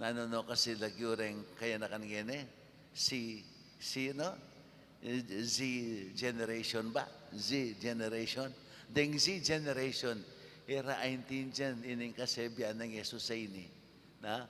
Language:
Pampanga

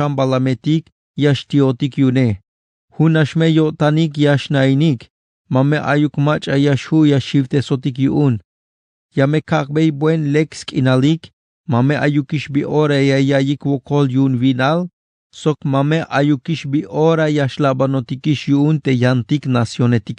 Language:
Tzeltal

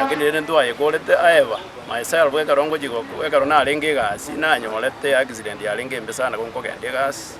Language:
Gusii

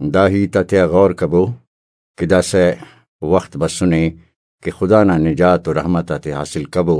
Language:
Brahui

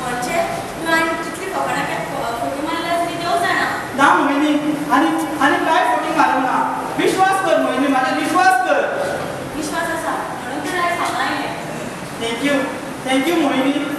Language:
Konkani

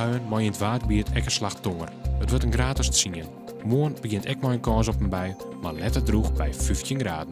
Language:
Western Frisian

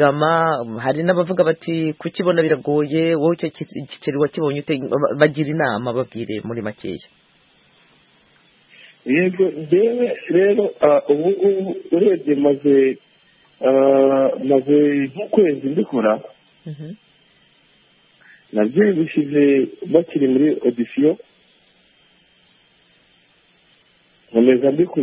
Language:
Kinyarwanda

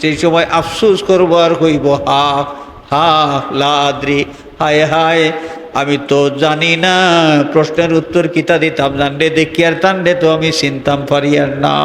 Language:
Sylheti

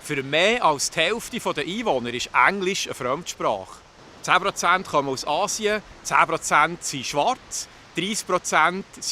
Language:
Swiss German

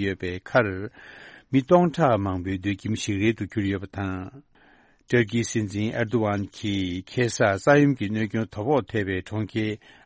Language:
Tibetan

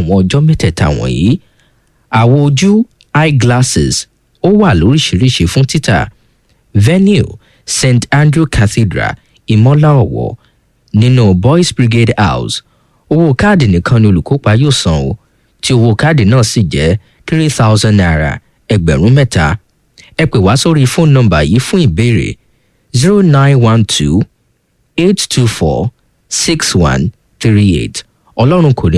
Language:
Yoruba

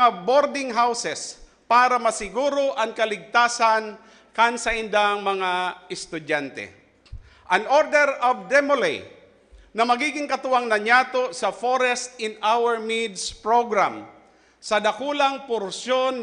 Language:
Bikol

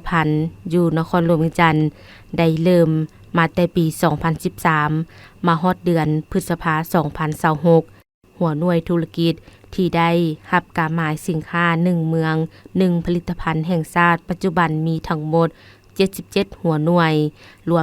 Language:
Lao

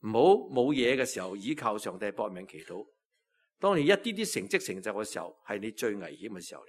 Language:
Cantonese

